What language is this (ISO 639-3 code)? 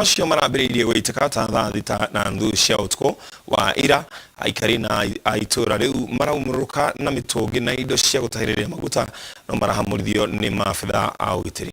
kik